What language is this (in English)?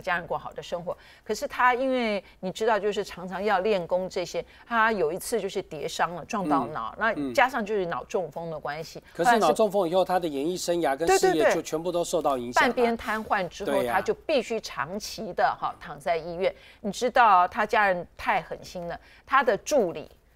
Chinese